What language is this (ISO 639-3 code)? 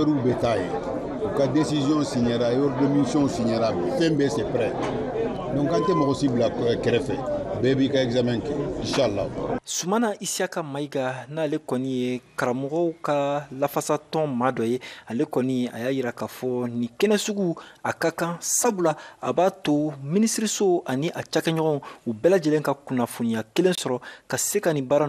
bam